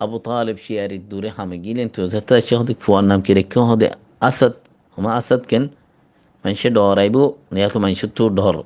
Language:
Rohingya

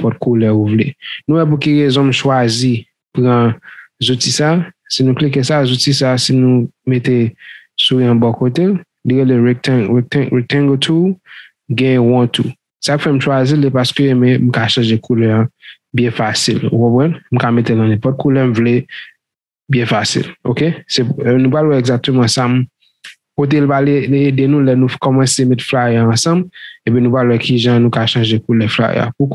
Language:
Haitian Creole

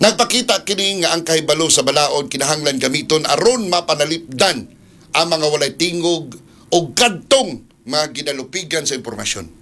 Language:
Cebuano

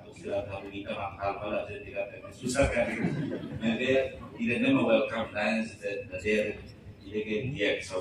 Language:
Tetum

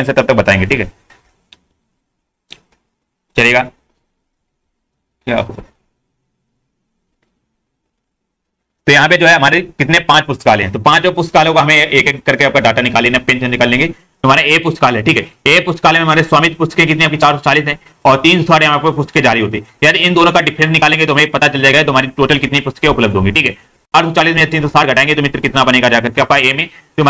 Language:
Hindi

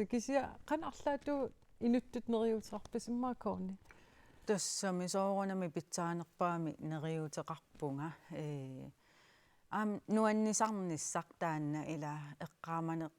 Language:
Kalaallisut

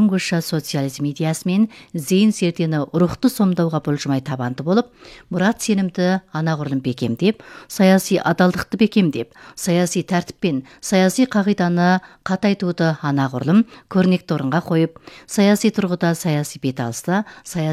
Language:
Kazakh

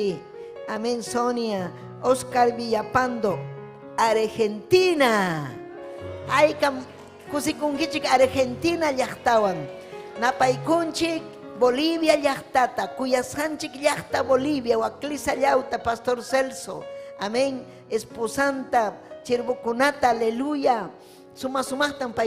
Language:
Ayacucho Quechua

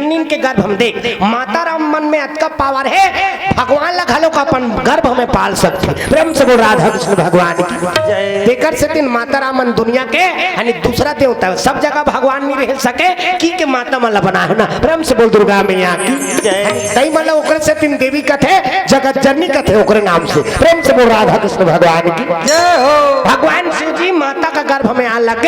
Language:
Chhattisgarhi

